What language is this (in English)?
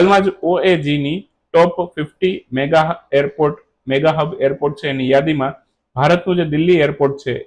Gujarati